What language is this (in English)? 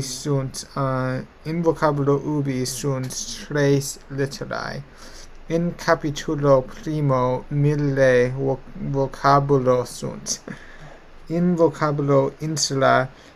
Latin